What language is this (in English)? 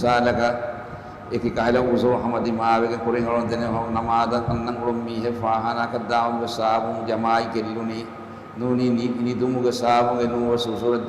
Divehi